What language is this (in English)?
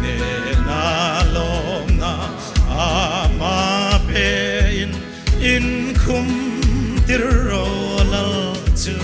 Hmar